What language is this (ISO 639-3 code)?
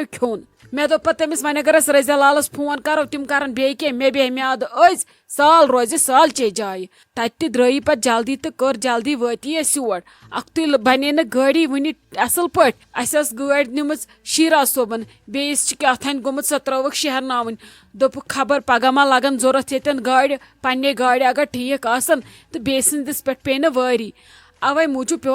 kas